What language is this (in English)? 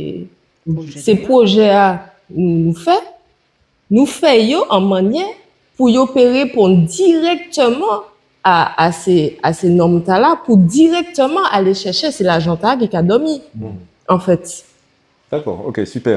Guadeloupean Creole French